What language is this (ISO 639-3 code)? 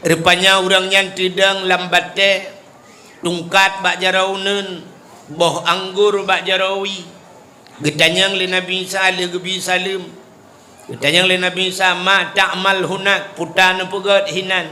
ace